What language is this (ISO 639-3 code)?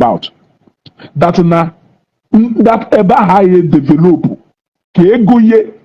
ibo